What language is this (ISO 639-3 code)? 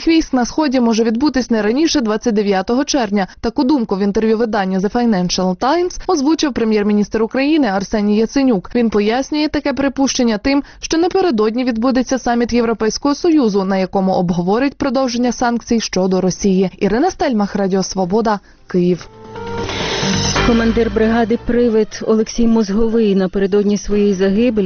ukr